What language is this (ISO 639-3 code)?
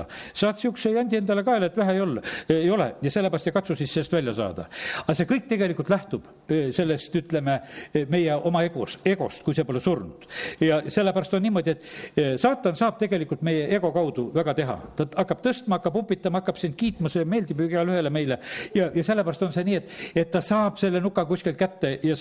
est